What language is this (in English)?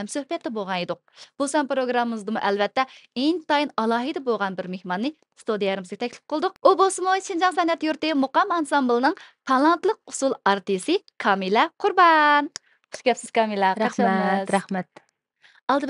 Uyghur